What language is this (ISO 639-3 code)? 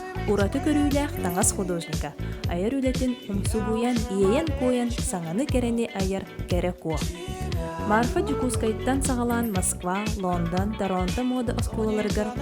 sah